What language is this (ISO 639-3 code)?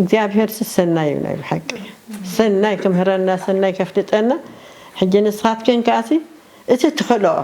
tir